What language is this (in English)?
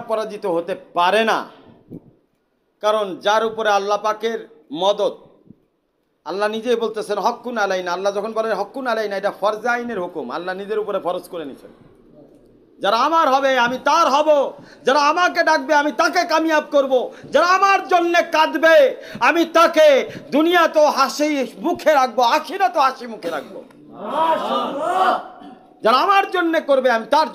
Bangla